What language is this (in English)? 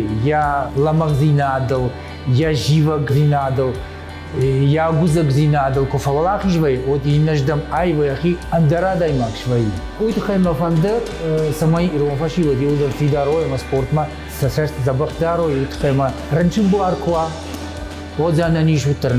Ossetic